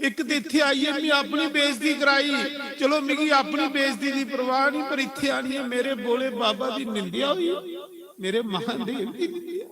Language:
Dogri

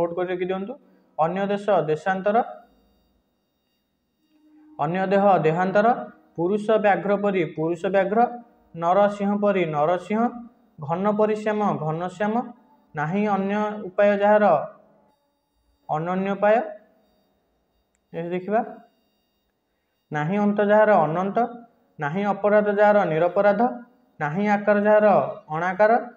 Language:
Odia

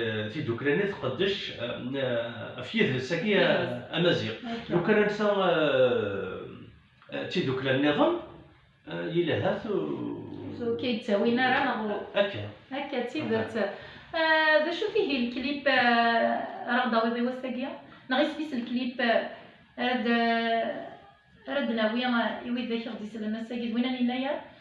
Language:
Kabyle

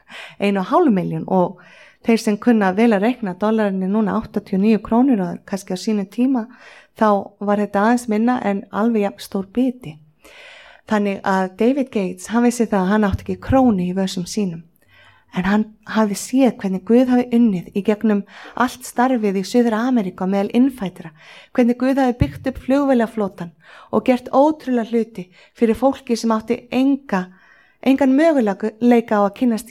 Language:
Icelandic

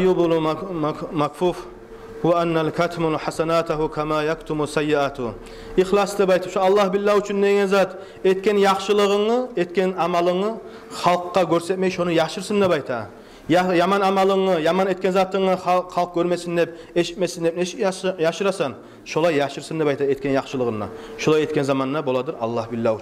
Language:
Kumyk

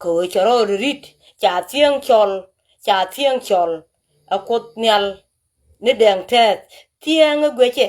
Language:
Nuer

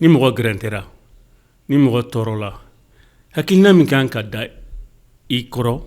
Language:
Bambara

